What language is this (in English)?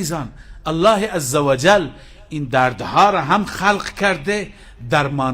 Persian